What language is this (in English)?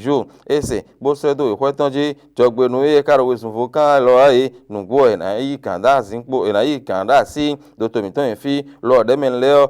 Fon